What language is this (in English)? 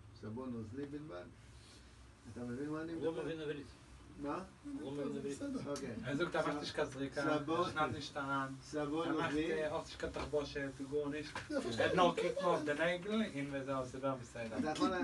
Hebrew